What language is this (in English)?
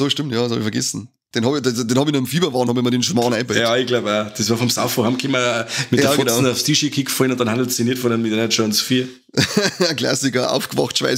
Bavarian